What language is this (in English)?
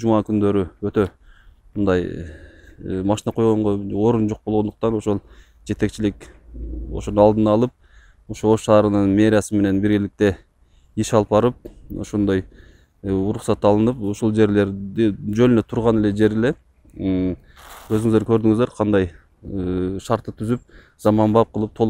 Kyrgyz